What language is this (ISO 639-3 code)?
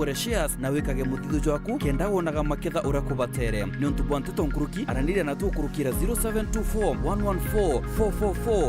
mer